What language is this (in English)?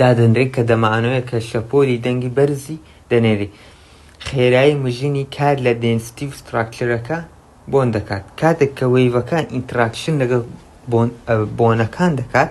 Central Kurdish